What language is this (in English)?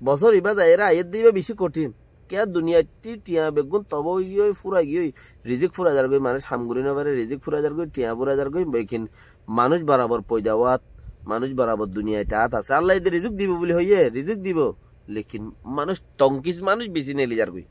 Rohingya